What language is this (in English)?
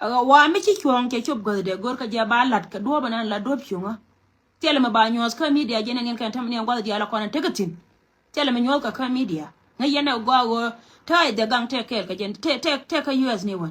Nuer